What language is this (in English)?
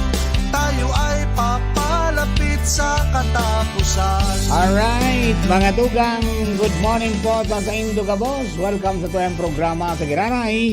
Bikol